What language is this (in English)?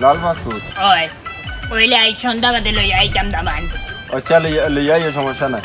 Sylheti